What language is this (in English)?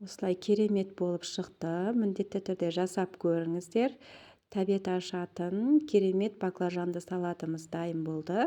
Kazakh